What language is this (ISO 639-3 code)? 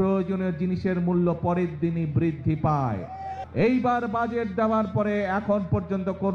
ben